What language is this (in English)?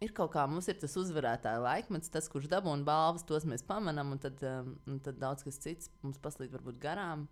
Latvian